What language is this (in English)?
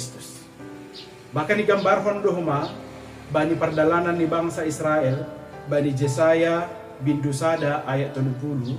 Batak Simalungun